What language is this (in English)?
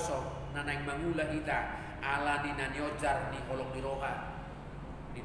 Batak Toba